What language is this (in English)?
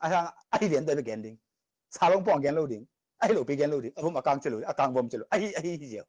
Tedim Chin